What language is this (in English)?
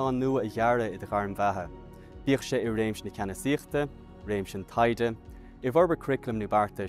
Irish